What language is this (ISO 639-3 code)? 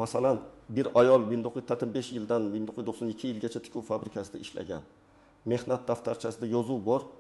uzb